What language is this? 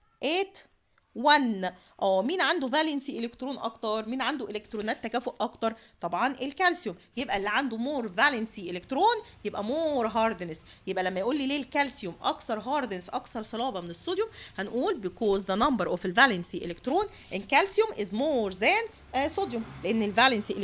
Egyptian Arabic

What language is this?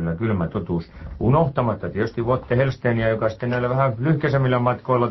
Finnish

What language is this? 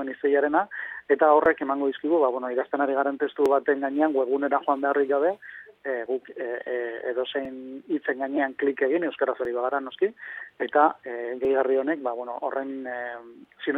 Basque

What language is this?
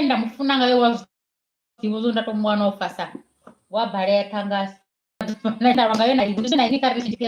Venda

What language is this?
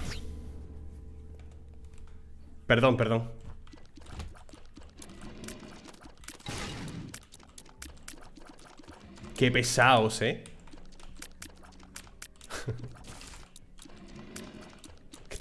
Spanish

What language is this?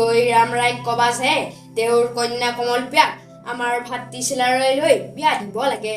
Assamese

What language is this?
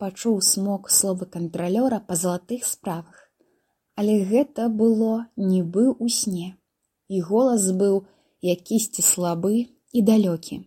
Belarusian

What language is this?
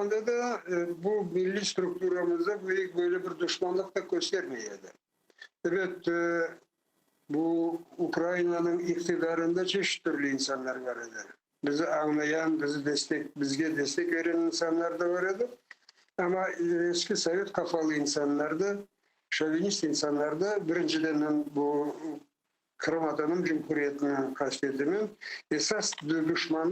Crimean Tatar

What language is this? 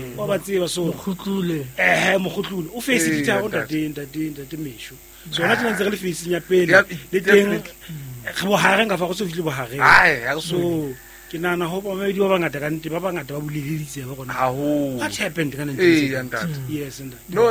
Southern Sotho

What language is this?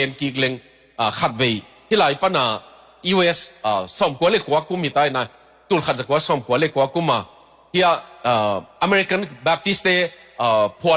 Tedim Chin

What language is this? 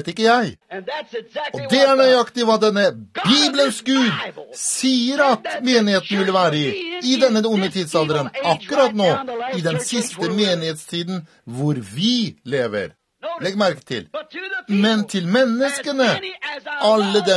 Norwegian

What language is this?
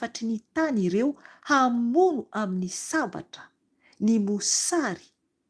Malagasy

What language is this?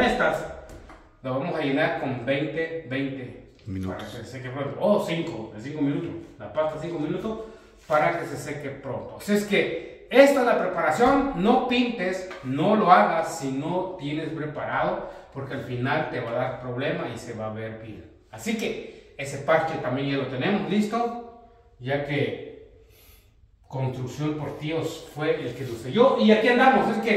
Spanish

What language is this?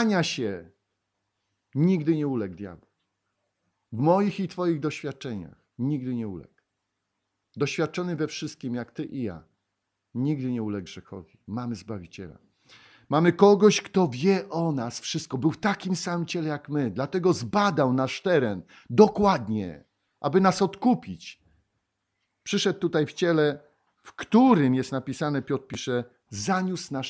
Polish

